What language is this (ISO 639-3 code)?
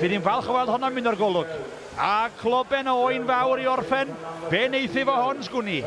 cym